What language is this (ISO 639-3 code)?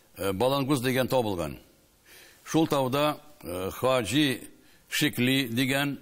tat